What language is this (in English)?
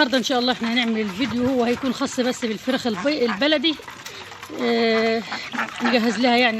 Egyptian Arabic